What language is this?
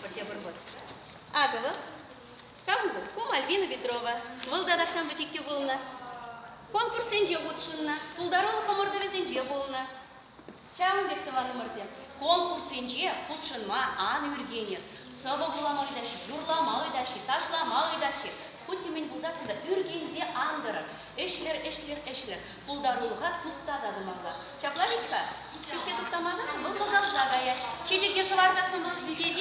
Chuvash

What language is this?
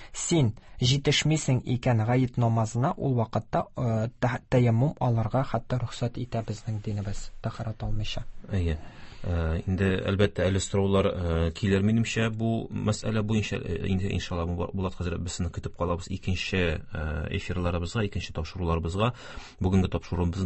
Tatar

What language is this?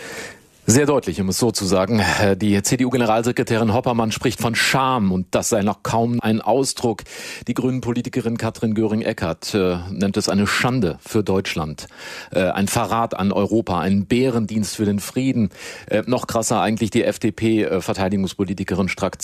German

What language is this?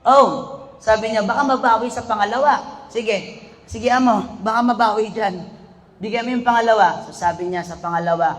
Maranao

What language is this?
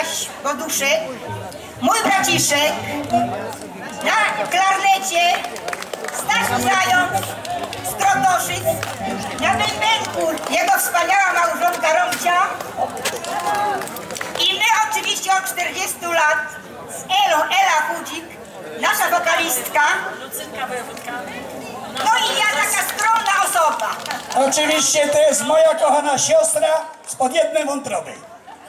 Polish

